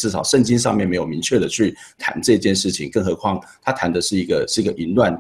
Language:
Chinese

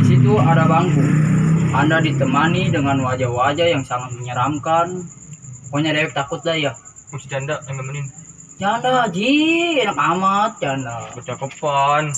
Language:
Betawi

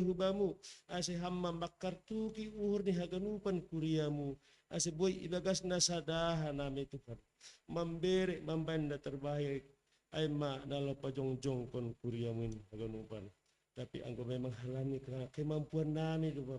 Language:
Batak Simalungun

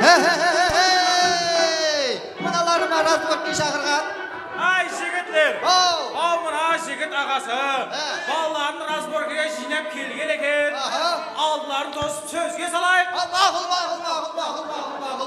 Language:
Kara-Kalpak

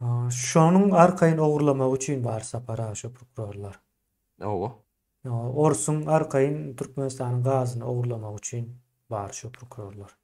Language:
Turkmen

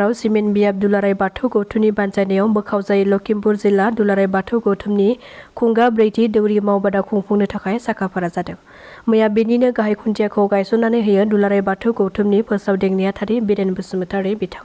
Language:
Bodo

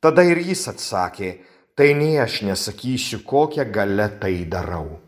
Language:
Lithuanian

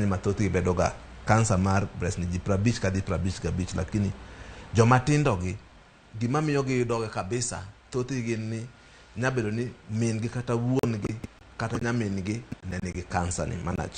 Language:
Luo (Kenya and Tanzania)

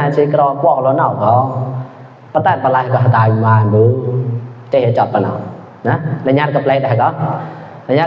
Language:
Mon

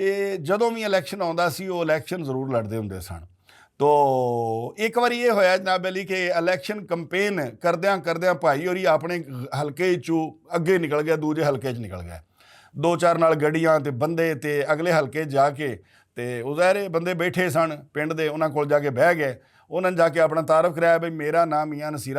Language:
Western Panjabi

